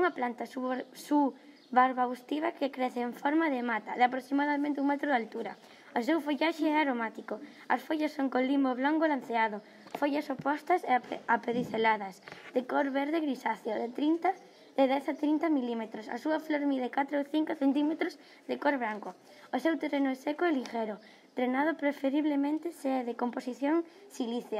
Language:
Galician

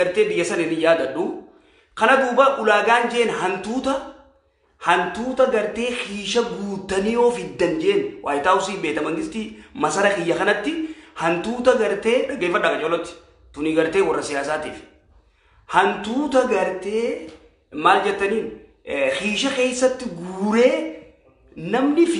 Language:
Oromo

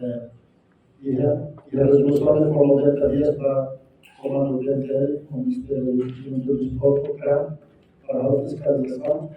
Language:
Tetum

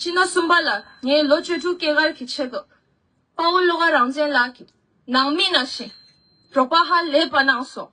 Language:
Tibetan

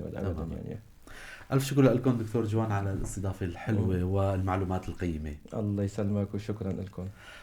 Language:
North Levantine Arabic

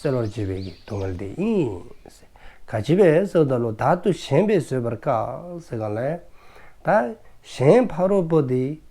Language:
Dzongkha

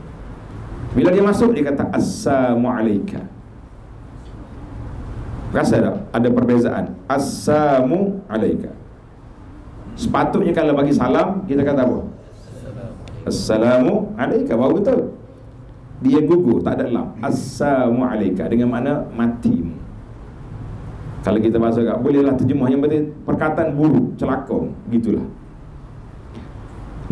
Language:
Malay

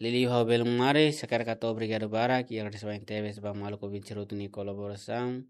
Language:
Tetum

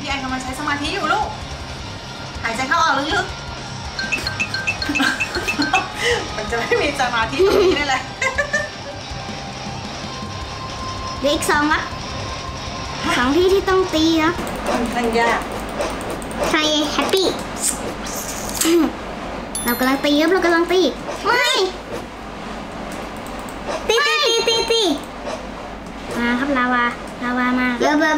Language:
Thai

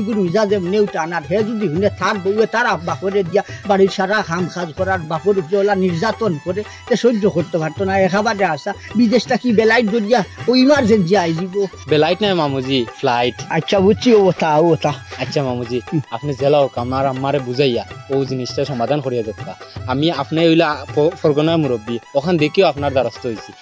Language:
Sylheti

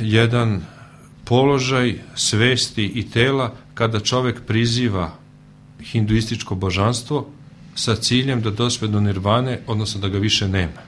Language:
Serbian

